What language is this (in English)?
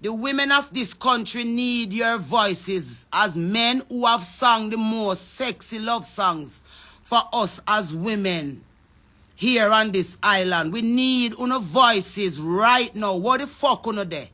Jamaican Creole English